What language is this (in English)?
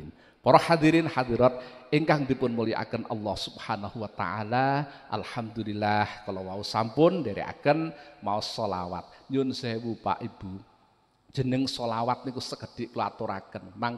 Javanese